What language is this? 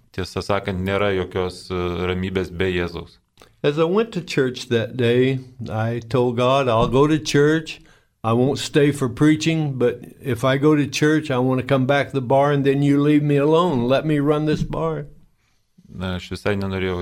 Lithuanian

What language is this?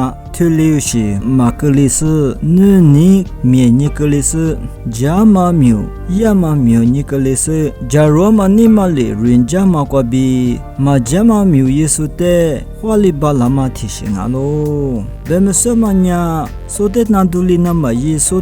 Lisu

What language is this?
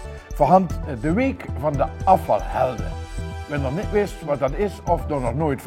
Limburgish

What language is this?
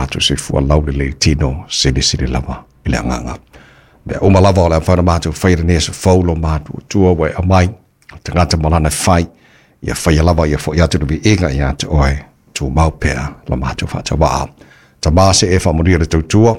Samoan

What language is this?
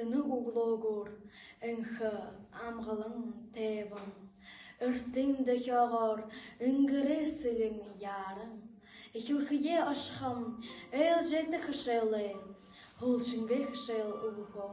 Buriat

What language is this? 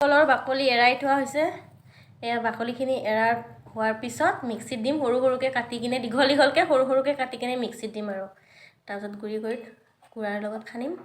Assamese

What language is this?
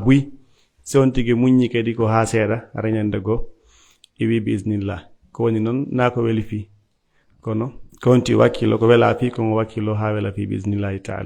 Fula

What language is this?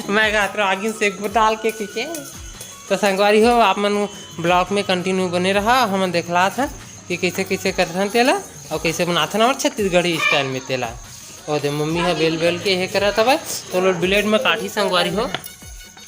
Chhattisgarhi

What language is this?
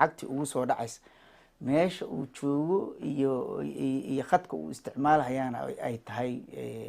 Somali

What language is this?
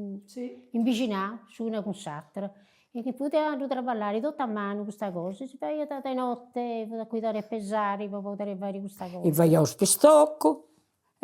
Sardinian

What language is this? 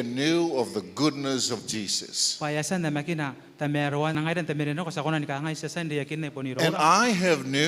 Gilbertese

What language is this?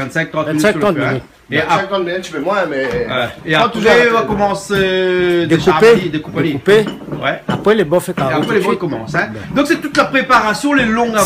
Réunion Creole French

